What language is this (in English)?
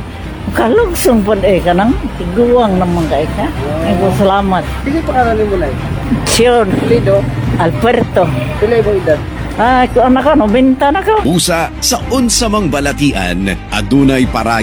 Cebuano